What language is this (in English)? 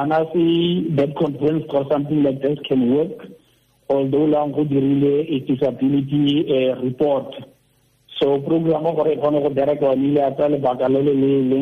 Tswana